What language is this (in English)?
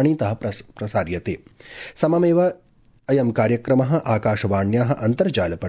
Sanskrit